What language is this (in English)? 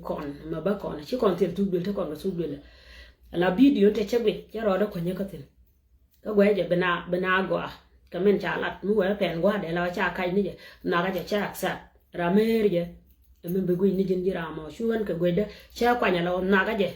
Nuer